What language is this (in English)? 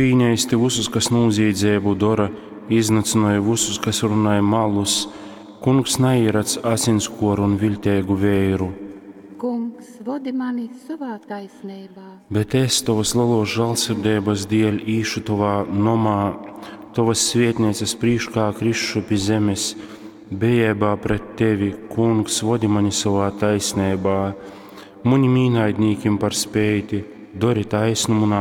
Latgalian